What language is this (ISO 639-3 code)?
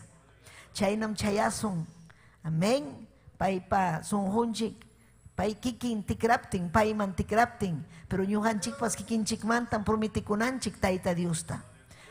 quy